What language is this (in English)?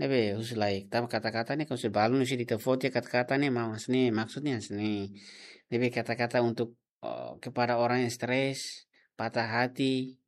Tetum